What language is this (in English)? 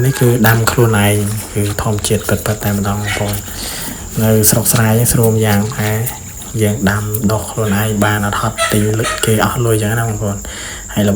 Khmer